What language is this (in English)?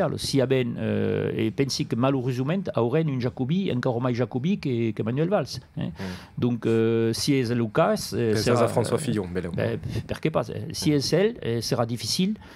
Occitan